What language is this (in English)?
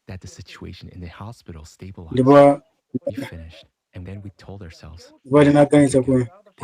Nyanja